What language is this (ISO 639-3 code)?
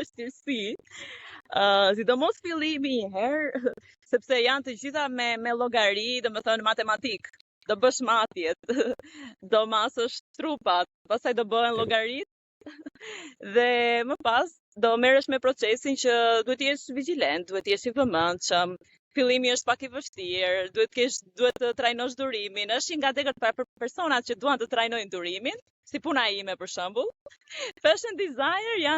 sqi